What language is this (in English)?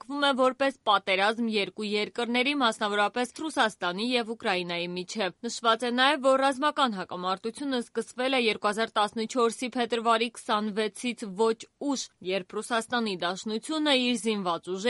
Armenian